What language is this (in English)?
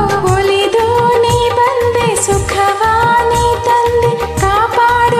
Kannada